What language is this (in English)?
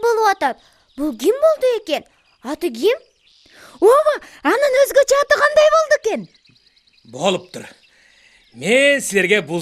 Kyrgyz